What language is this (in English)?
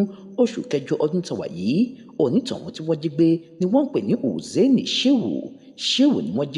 Yoruba